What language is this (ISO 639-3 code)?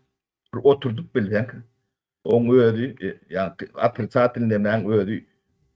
tuk